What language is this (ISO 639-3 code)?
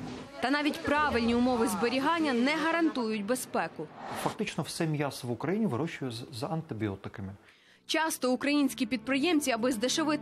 ukr